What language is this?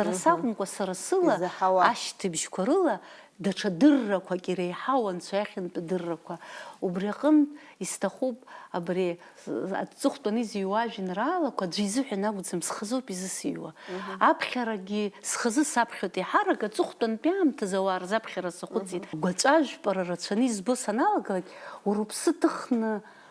Abkhazian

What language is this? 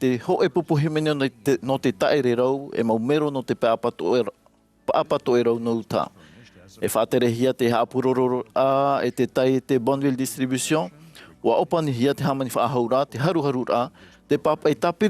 Tahitian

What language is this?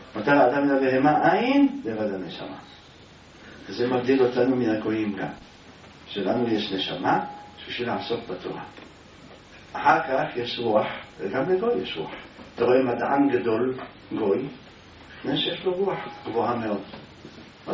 Hebrew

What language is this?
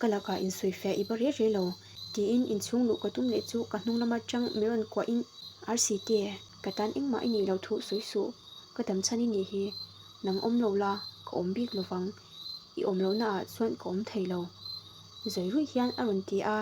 Mizo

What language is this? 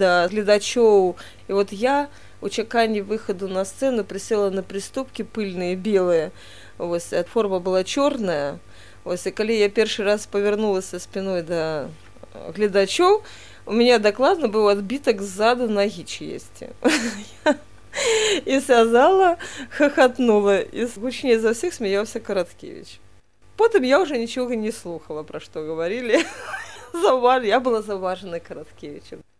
Belarusian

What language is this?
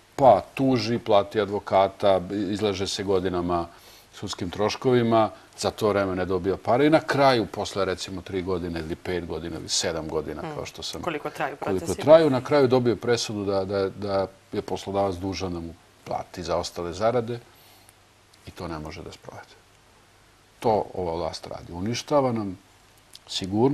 Serbian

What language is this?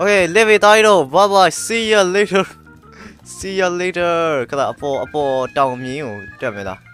Burmese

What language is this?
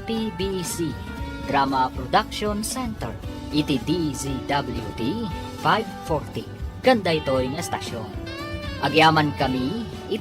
Iloko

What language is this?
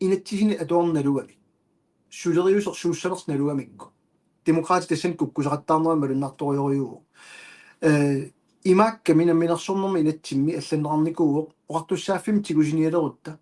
Kalaallisut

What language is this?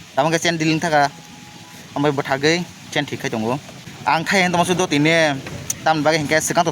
Kok Borok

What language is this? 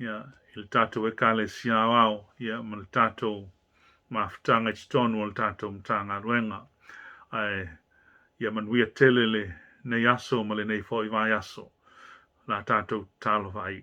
Samoan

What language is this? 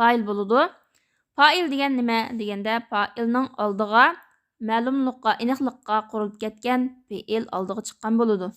Uyghur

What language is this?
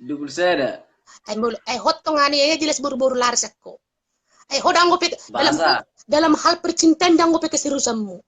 Batak Toba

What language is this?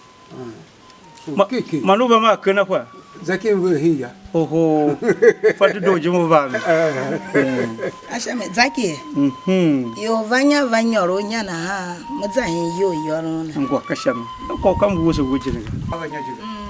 Tiv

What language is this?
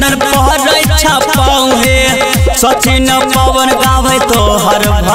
Bhojpuri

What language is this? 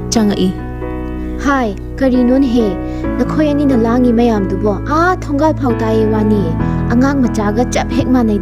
Manipuri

